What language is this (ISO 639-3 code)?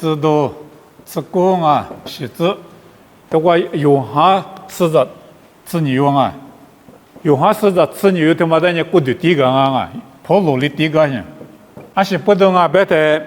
lis